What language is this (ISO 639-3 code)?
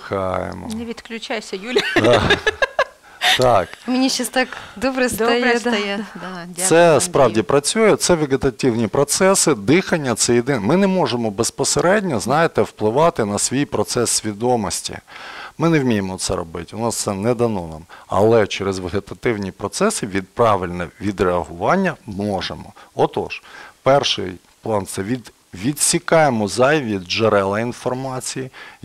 ukr